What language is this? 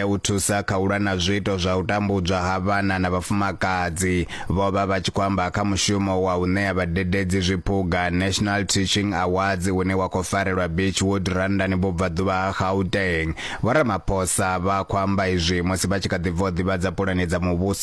Venda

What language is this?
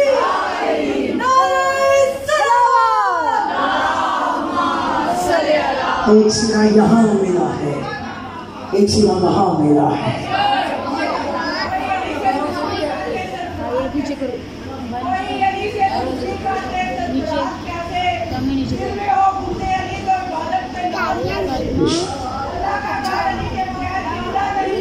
Urdu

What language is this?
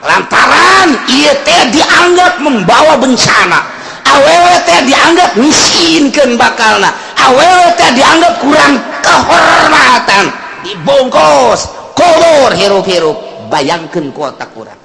Sundanese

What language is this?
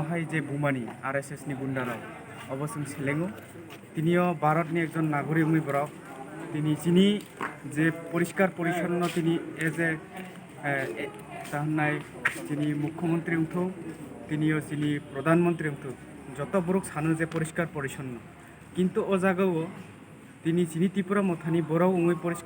Kok Borok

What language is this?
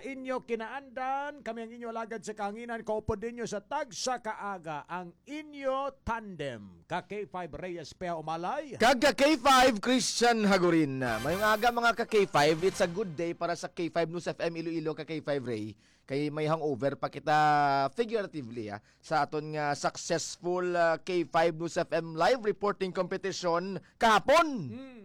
Hiligaynon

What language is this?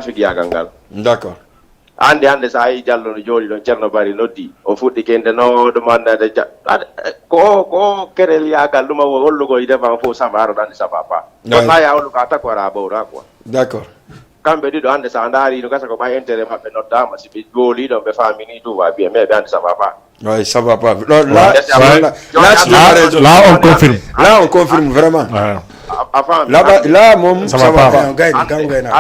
Fula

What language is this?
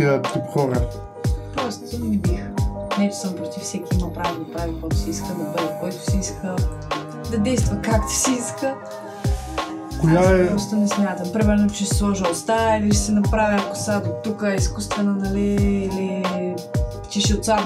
Bulgarian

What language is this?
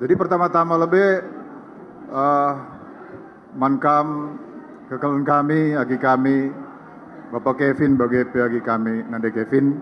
Batak Karo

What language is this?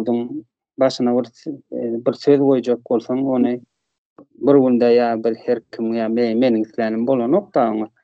Turkmen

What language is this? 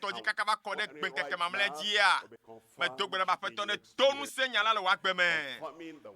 Ewe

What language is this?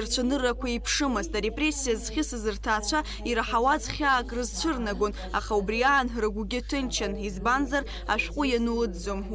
Abkhazian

